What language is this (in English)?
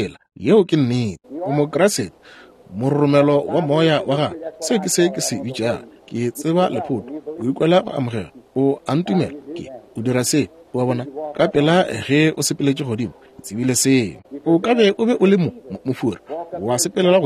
Northern Sotho